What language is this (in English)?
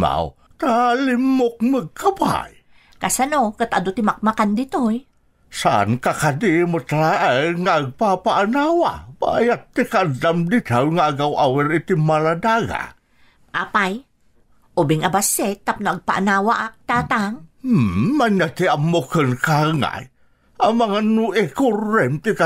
Iloko